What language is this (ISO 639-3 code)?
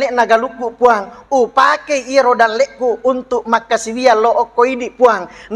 bug